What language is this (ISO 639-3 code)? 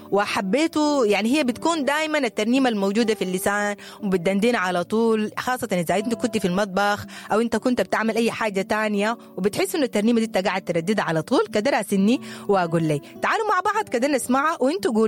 apd